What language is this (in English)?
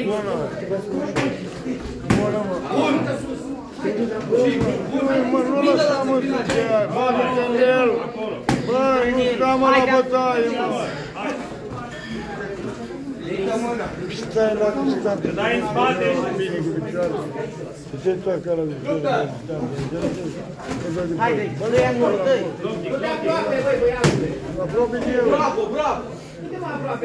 Romanian